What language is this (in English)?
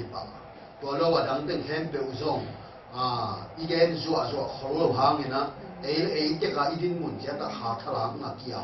Tedim Chin